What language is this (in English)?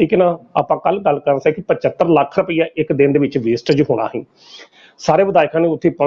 Punjabi